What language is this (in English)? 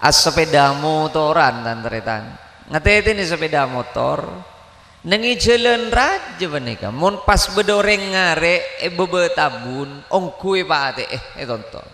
Madurese